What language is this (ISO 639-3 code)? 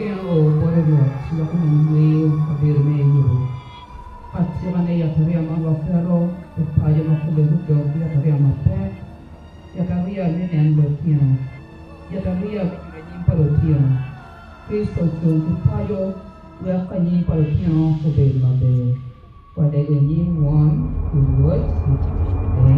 ach